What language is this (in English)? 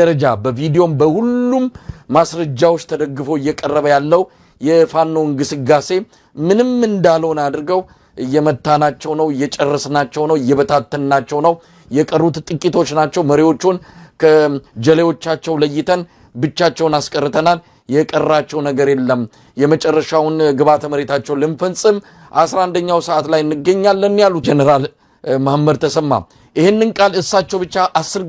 Amharic